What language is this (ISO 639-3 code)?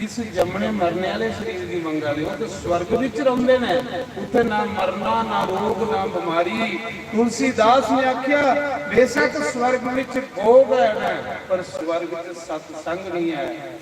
doi